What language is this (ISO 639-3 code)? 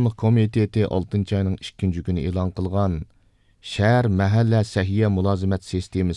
uig